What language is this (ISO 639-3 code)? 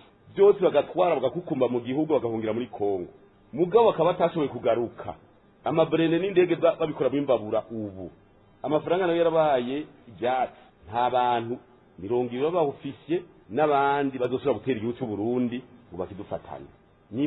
run